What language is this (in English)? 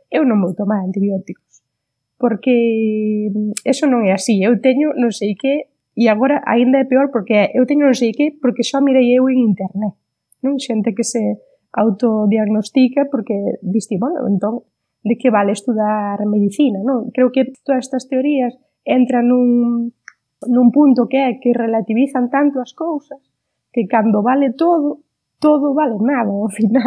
Galician